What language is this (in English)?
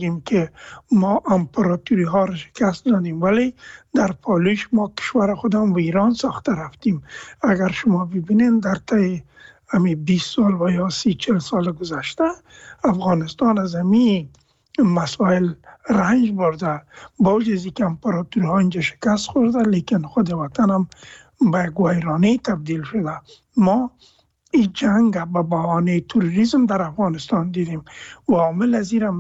Persian